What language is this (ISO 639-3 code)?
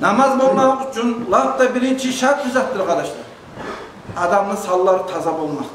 kum